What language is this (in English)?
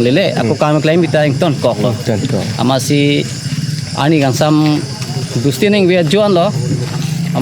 Karbi